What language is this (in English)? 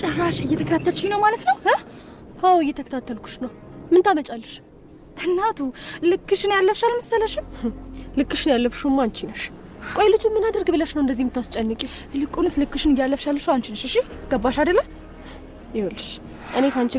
Amharic